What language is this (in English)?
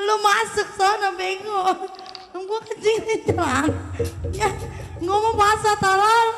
Betawi